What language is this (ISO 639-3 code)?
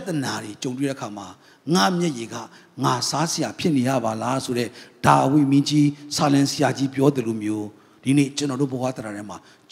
mya